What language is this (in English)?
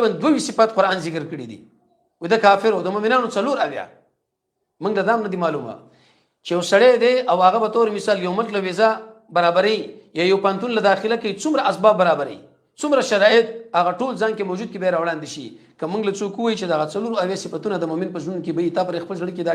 Pashto